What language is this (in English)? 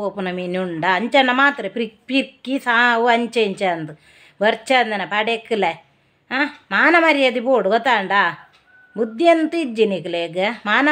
Tulu